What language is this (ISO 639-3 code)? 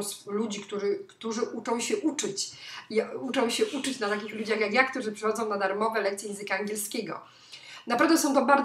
pol